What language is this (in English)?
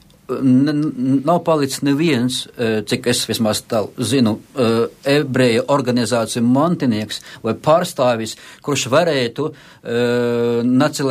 Latvian